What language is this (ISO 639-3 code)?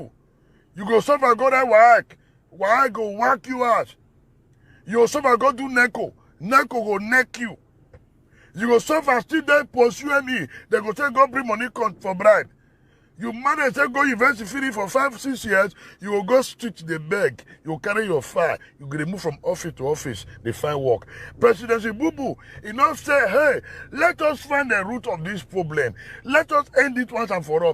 pcm